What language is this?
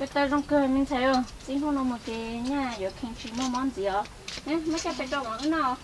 Hmong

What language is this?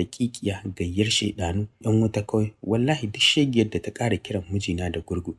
Hausa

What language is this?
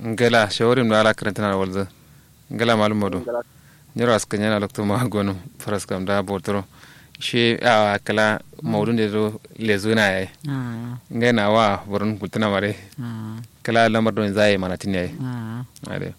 Kanuri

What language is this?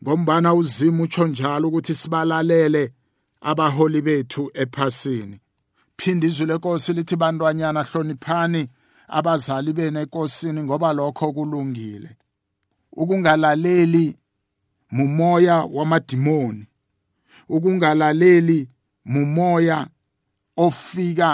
South Ndebele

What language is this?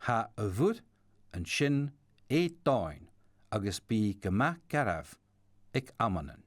Scottish Gaelic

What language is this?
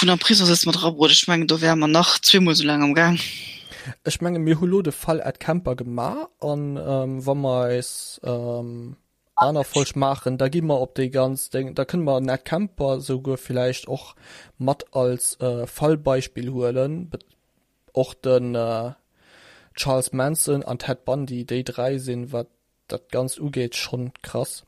Luxembourgish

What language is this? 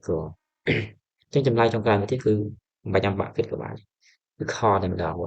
Khmer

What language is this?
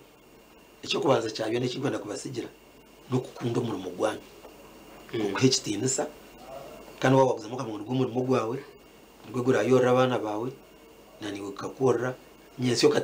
Nyankole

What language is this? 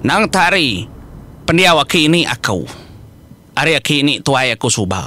Iban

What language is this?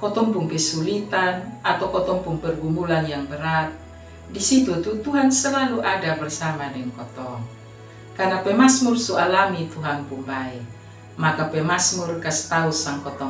Kupang Malay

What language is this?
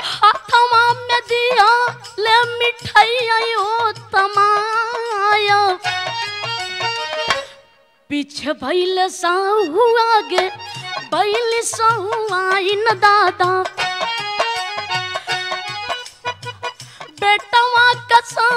Bhojpuri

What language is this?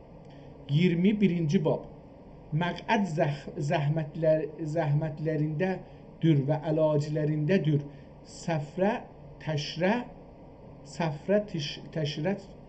South Azerbaijani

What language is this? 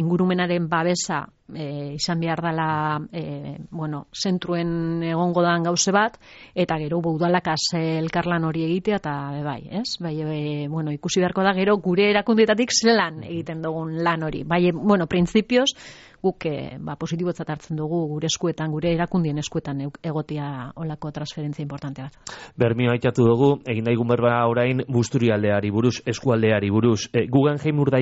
Basque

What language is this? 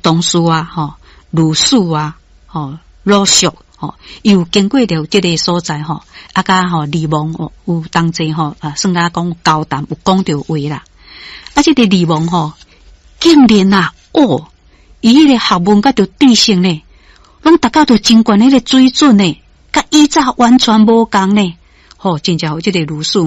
Min Nan Chinese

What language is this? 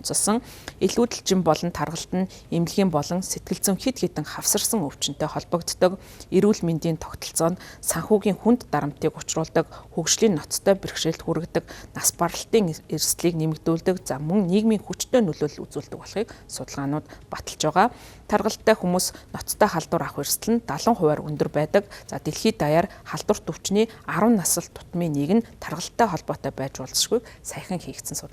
Mongolian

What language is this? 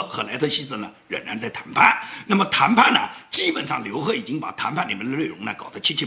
Chinese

